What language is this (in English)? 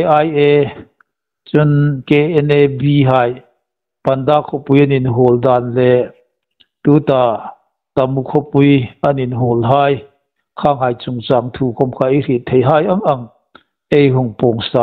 Hmar